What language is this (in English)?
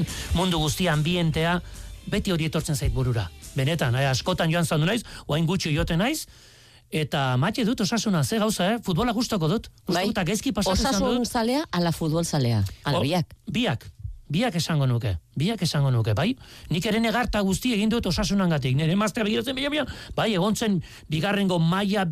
Basque